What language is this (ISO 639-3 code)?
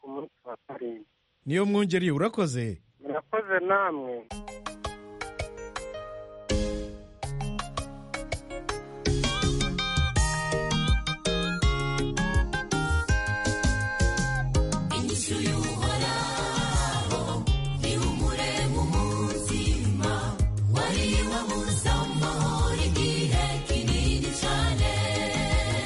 kin